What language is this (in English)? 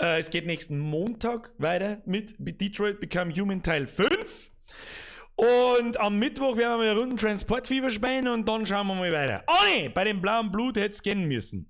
Bavarian